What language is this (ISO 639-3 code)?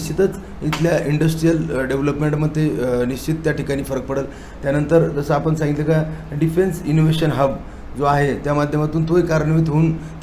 mar